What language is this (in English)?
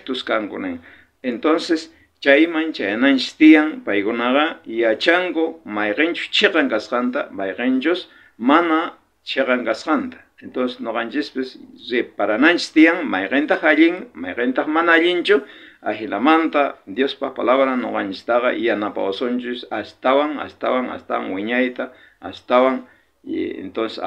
South Bolivian Quechua